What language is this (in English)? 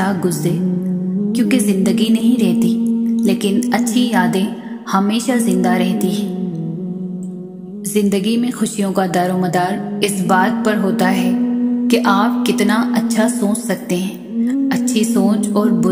Urdu